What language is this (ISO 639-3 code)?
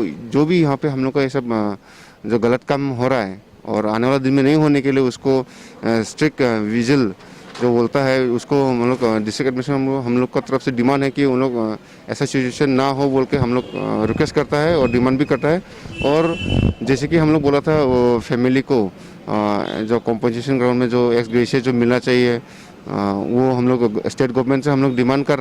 mjw